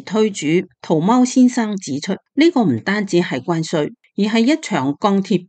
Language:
Cantonese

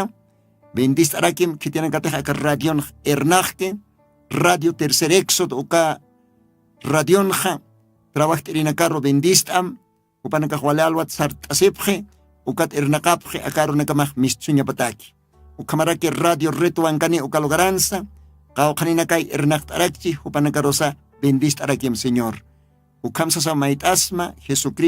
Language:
Aymara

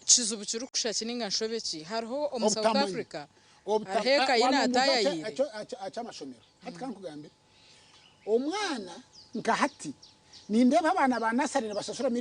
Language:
Nyankole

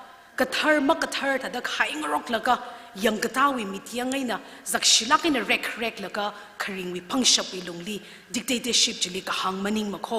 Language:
Tangkhul Naga (India)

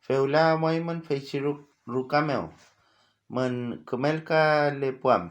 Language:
Mapuche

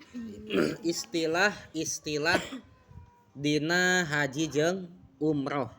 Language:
Sundanese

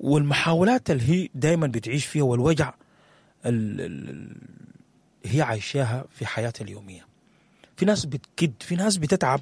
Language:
Sudanese Arabic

